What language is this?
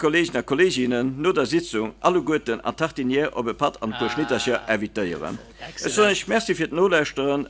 Luxembourgish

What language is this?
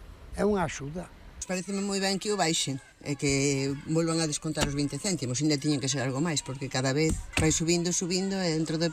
Galician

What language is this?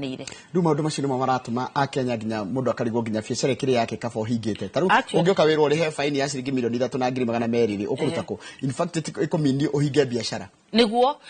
Kikuyu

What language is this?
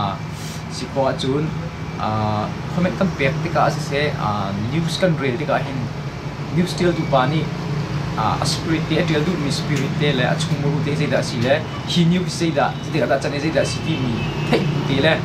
Hakha Chin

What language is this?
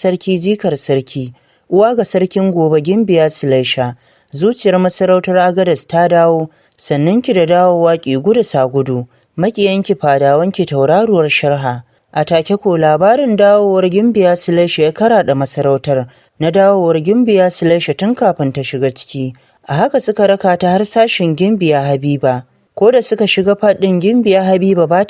Hausa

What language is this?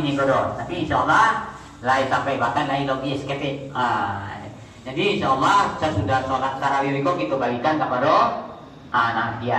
Minangkabau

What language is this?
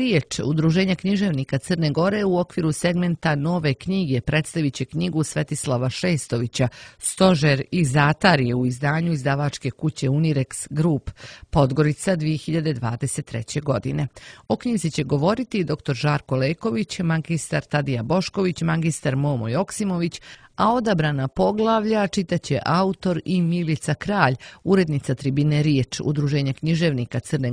Croatian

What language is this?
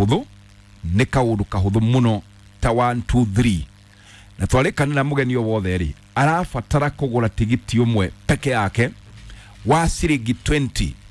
Kikuyu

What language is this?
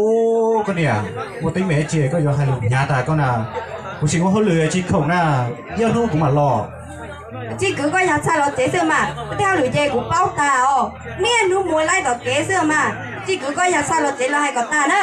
Hmong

